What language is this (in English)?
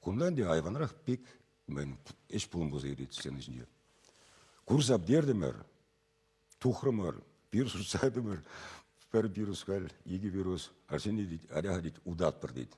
Chuvash